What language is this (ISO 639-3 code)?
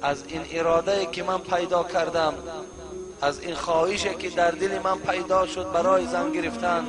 tgk